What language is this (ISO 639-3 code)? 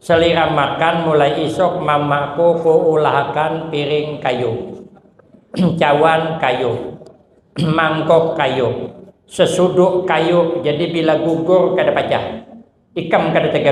bjn